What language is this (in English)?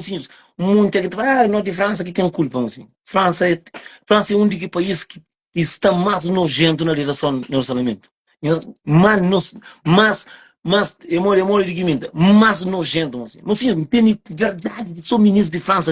Kabuverdianu